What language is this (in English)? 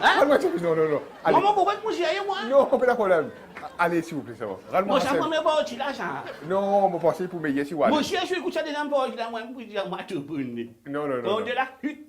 Morisyen